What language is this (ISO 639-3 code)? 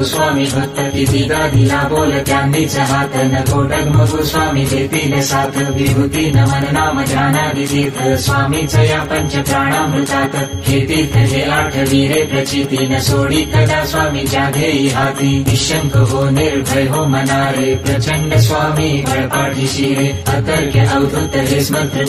mar